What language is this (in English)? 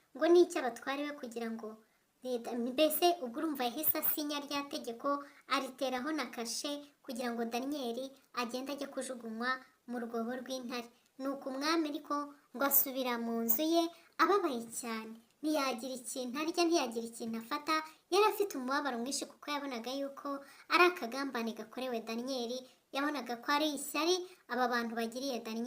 Kinyarwanda